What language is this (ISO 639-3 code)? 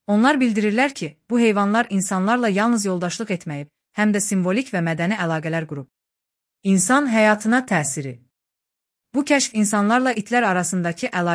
aze